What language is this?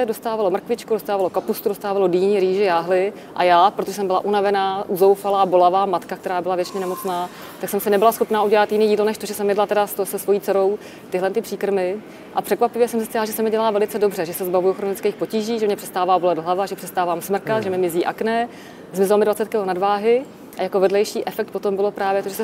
Czech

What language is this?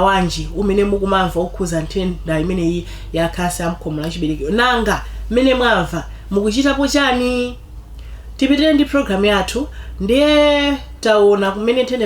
Nyanja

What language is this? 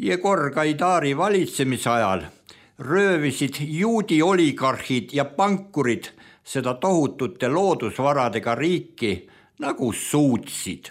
Estonian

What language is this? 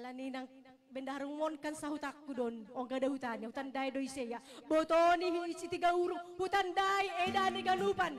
Batak Simalungun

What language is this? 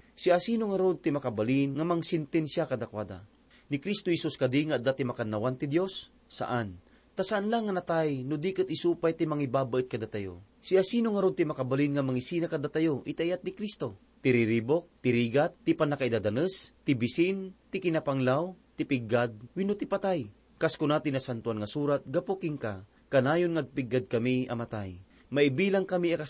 Iloko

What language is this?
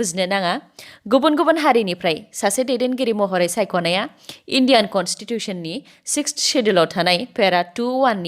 Bodo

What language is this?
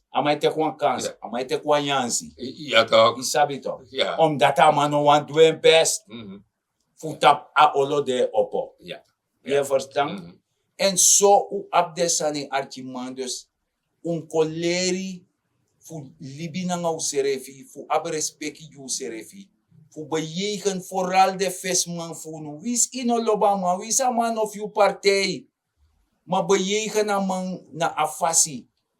Sranan Tongo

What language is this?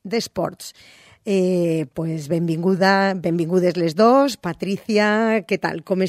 Catalan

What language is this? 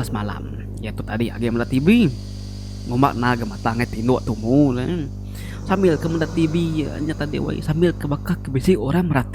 Iban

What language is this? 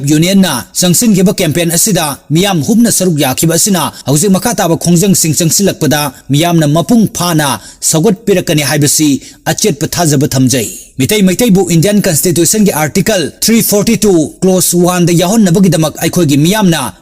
Manipuri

